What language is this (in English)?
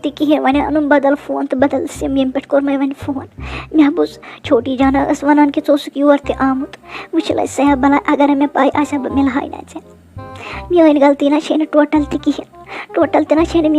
Kashmiri